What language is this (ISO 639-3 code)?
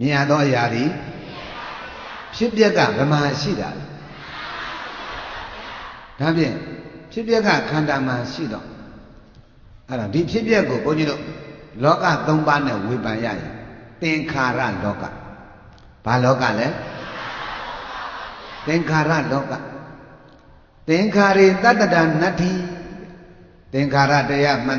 mya